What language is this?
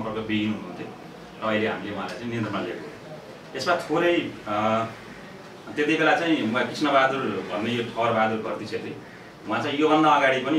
Nepali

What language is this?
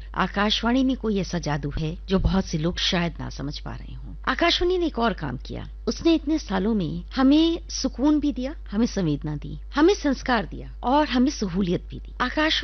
Hindi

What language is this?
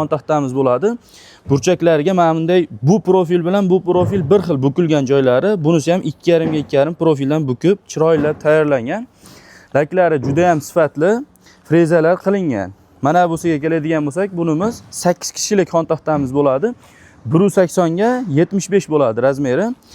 Uzbek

